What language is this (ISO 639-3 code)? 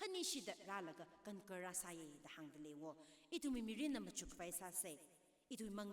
nmf